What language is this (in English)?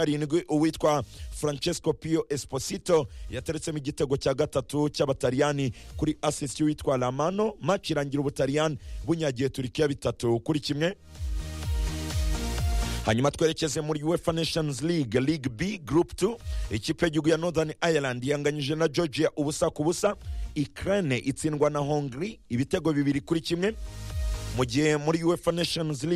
Kinyarwanda